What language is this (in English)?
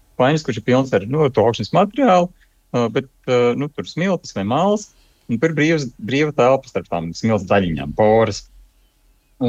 Latvian